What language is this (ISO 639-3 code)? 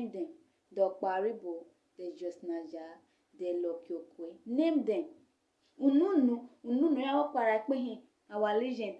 urh